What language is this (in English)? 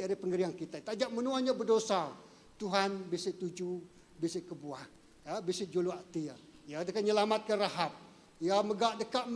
Iban